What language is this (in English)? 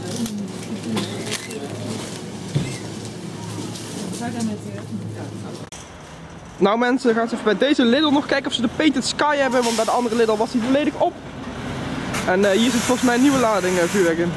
Dutch